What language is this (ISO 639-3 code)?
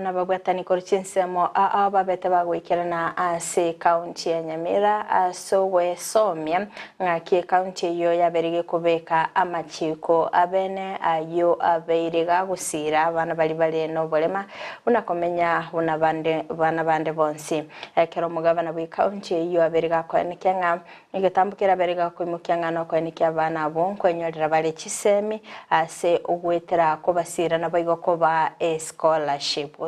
guz